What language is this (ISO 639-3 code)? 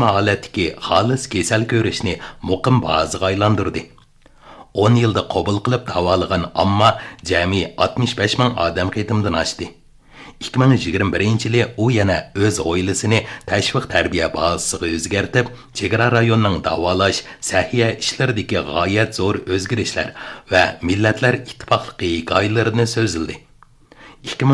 uig